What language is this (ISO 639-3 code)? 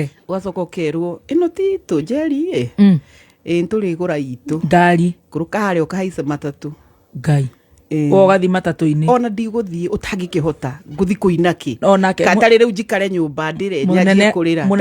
kik